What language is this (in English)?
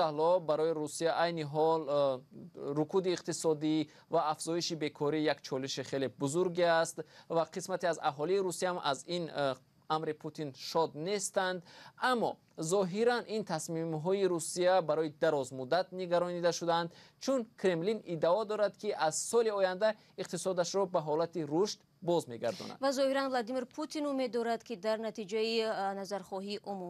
Tajik